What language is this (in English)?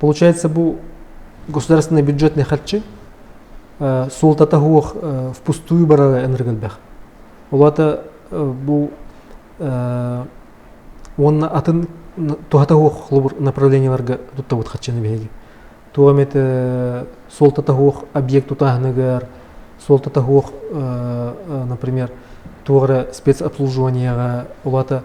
Yakut